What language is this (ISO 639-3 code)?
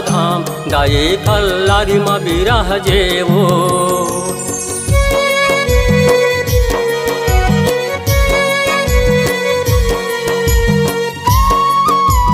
hne